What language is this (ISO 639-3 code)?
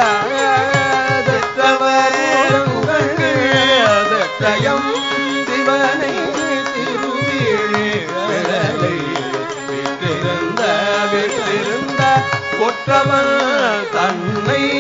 tam